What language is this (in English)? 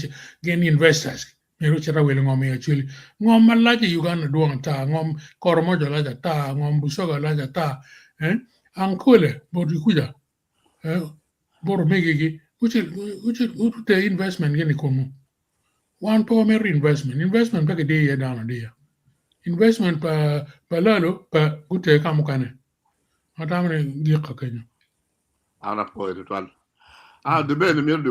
Acoli